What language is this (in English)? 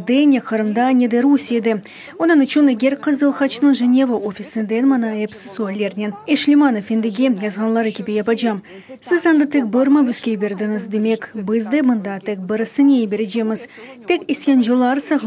Crimean Tatar